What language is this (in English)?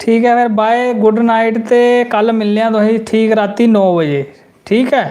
Dogri